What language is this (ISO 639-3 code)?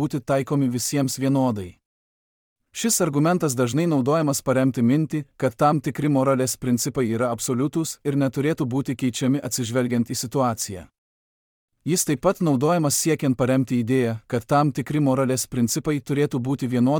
lit